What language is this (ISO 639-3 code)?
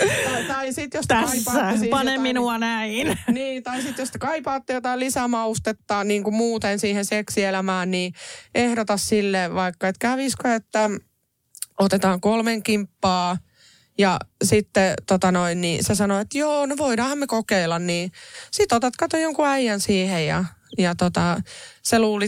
fin